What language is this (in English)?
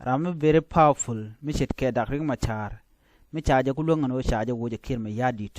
Nuer